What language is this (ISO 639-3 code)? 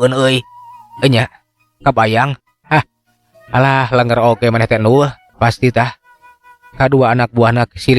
sun